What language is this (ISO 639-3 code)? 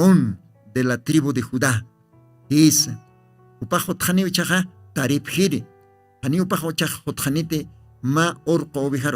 aym